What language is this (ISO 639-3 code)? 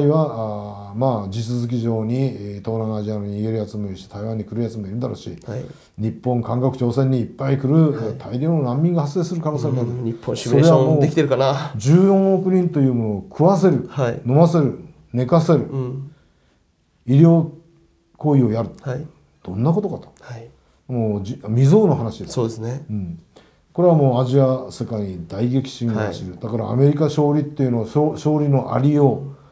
jpn